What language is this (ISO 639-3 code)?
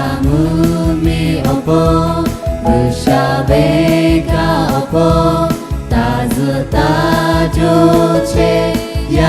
lhu